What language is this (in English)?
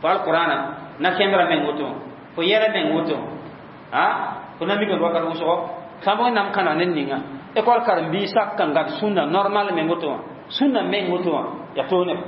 Mossi